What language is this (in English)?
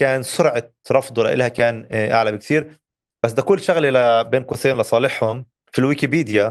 North Levantine Arabic